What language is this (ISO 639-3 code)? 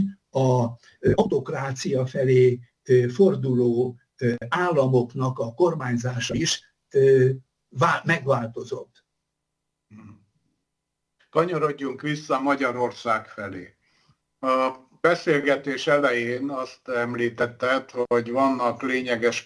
hun